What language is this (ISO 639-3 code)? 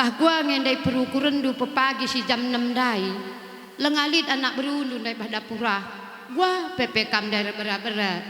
btx